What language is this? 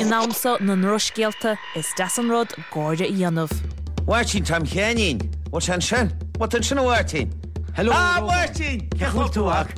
Irish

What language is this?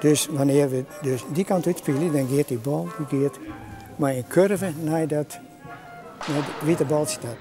Western Frisian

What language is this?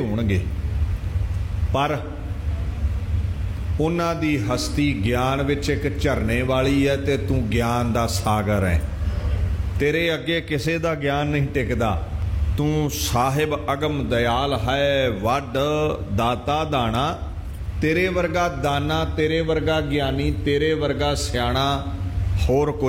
Punjabi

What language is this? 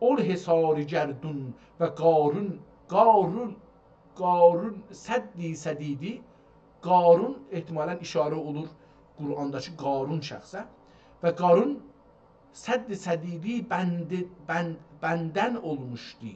South Azerbaijani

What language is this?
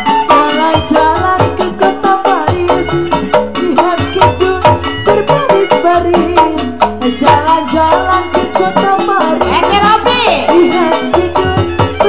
Betawi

